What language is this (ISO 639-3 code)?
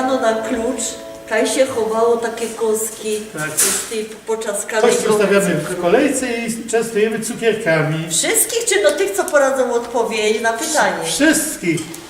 szl